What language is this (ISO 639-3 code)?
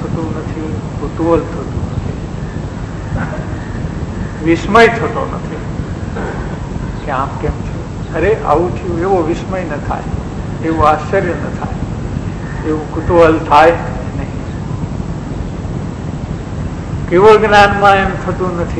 guj